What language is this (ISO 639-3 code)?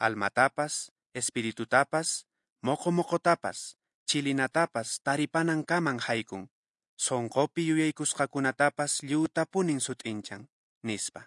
que